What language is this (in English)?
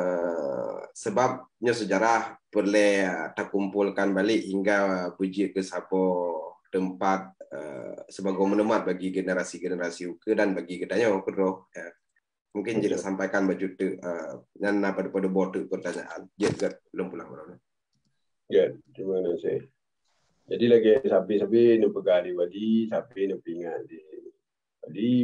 Achinese